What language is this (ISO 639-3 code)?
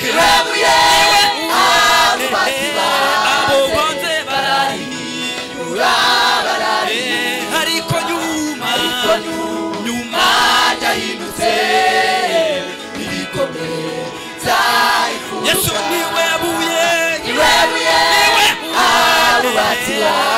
kin